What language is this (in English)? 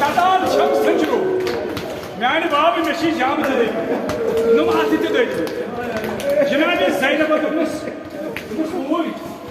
Kashmiri